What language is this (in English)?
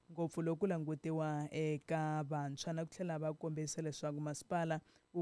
Tsonga